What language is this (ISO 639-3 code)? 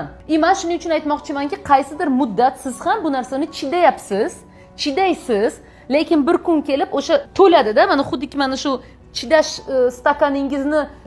uzb